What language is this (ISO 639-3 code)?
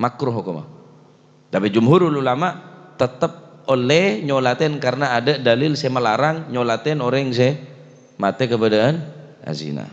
mad